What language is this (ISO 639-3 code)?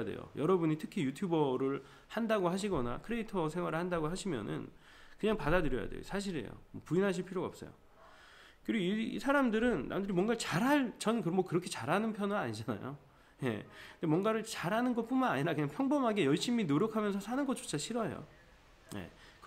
kor